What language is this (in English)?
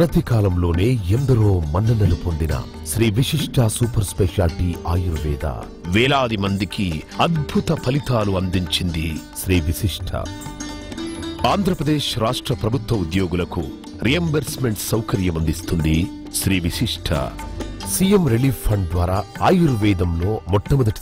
Telugu